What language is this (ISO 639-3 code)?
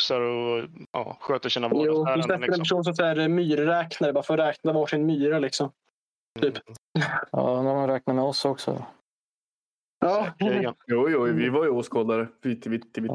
swe